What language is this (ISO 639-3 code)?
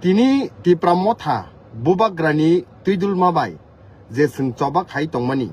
trp